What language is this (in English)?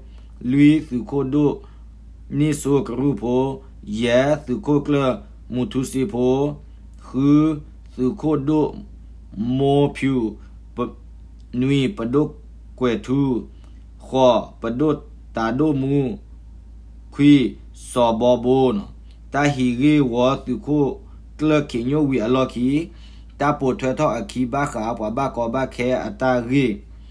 S'gaw Karen